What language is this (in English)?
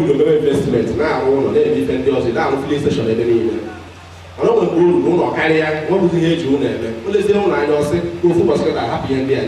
Igbo